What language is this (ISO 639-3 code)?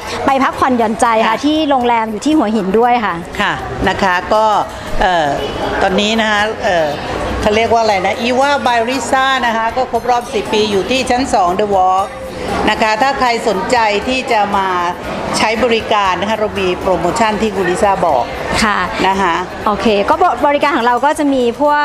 tha